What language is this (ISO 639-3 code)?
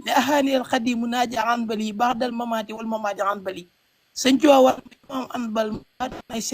wol